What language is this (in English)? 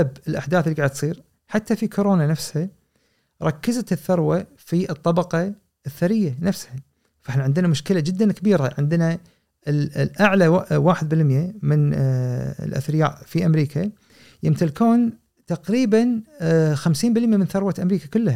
Gulf Arabic